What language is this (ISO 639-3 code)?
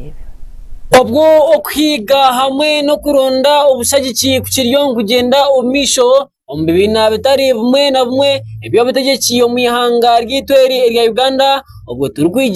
nyn